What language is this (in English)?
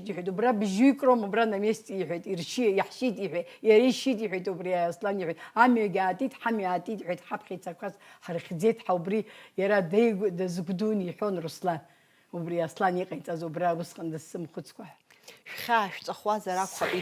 Abkhazian